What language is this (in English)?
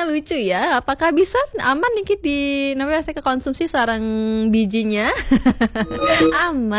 Balinese